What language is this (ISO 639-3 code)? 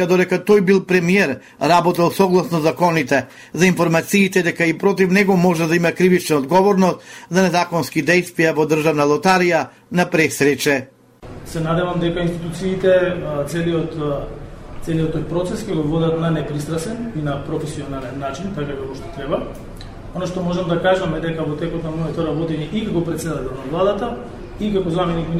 mkd